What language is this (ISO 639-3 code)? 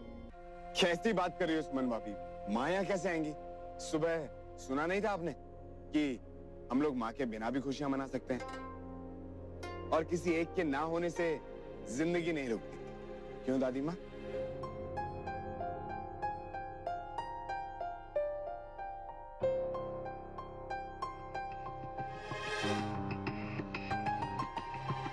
hin